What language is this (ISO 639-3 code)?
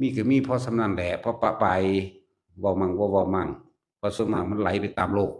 lao